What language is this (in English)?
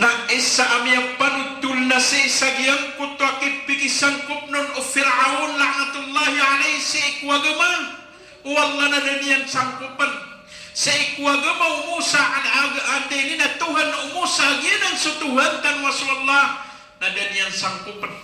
Maranao